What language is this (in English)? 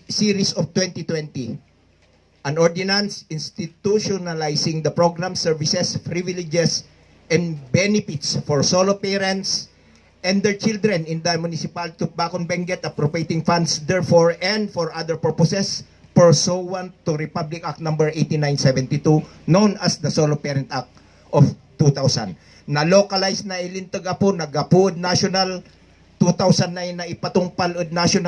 Kankanaey